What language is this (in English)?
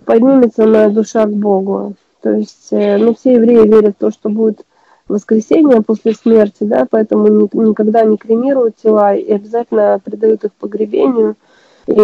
Russian